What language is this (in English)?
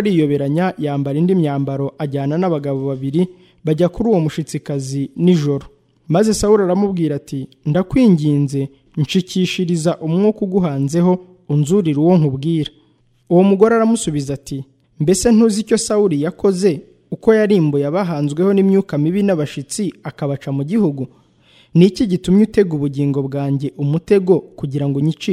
Kinyarwanda